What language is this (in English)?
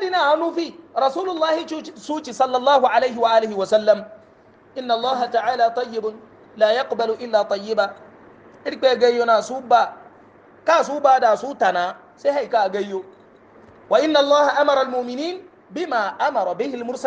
Hausa